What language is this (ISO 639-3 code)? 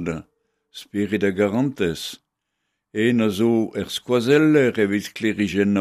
bre